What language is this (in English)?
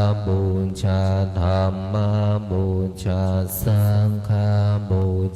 Pali